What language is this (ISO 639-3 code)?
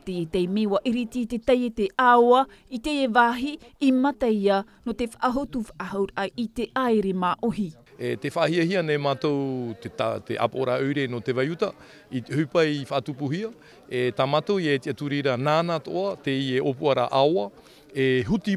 tah